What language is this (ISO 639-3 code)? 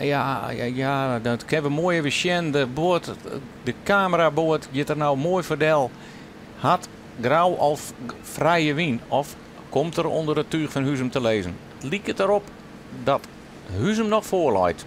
fry